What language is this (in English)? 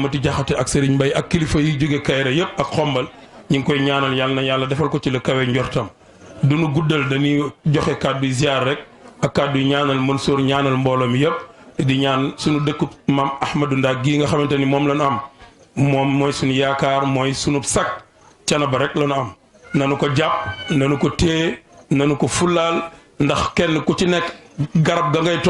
Wolof